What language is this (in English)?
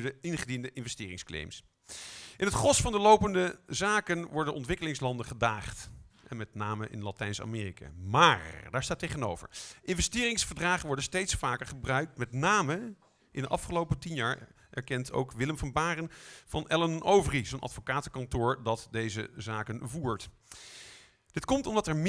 Dutch